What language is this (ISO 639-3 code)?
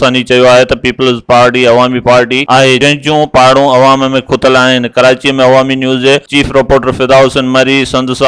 snd